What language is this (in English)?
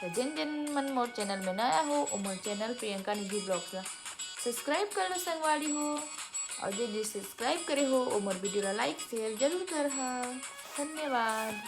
Chhattisgarhi